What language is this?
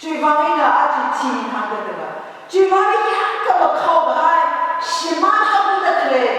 Tangkhul Naga (India)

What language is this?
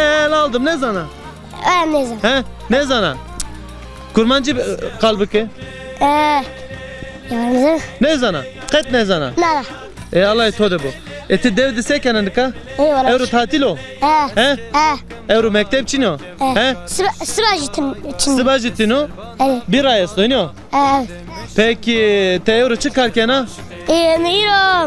Zaza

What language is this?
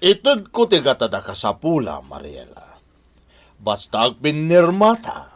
Iloko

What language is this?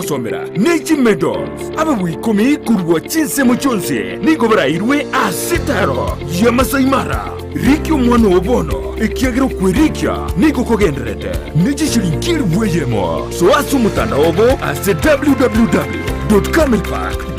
Gusii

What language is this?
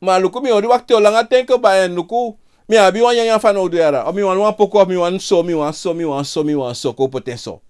Sranan Tongo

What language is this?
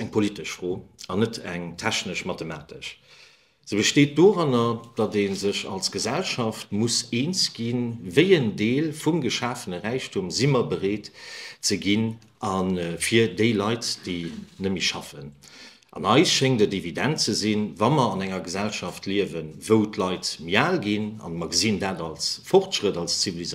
Luxembourgish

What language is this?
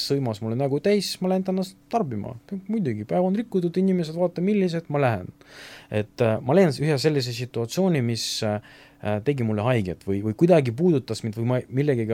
Estonian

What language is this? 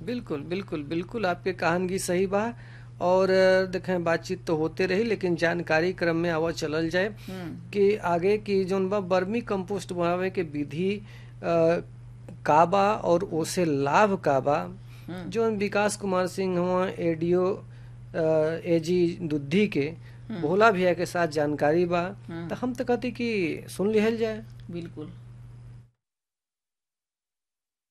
Bhojpuri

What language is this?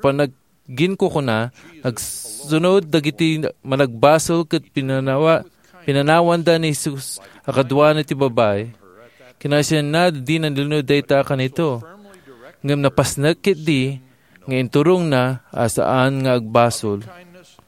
Iloko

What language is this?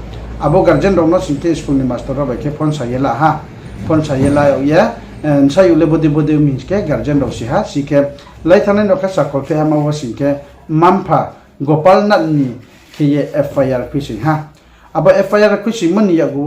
Riang (India)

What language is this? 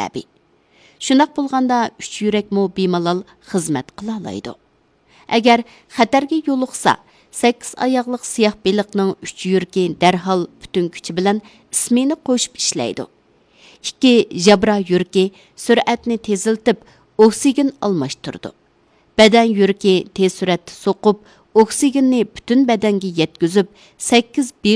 Uyghur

